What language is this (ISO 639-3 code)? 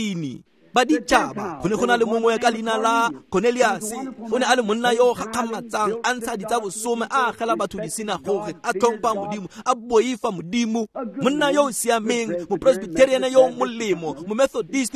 tsn